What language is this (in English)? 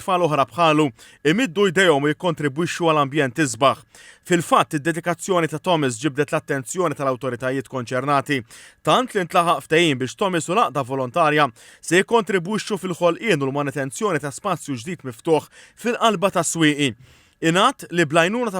Maltese